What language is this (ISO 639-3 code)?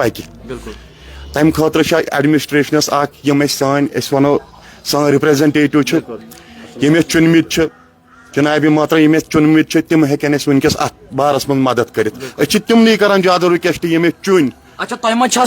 kas